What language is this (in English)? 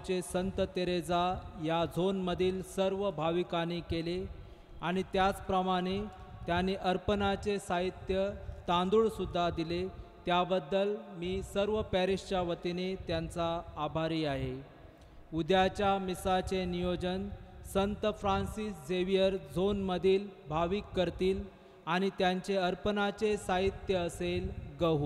Marathi